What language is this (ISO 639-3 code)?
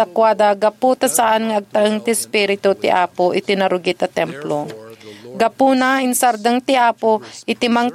ilo